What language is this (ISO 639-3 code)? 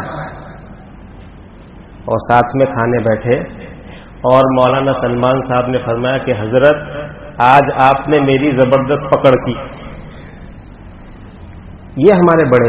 urd